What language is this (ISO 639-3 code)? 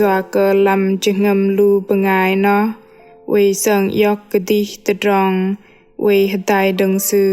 bdq